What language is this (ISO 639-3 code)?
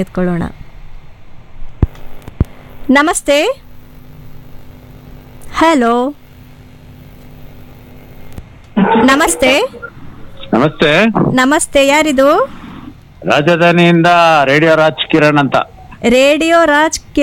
kan